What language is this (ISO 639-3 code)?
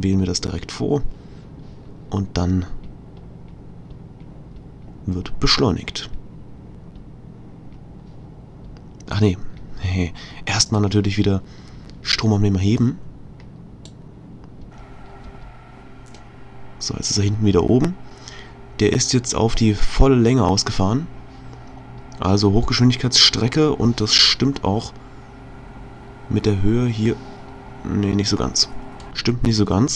deu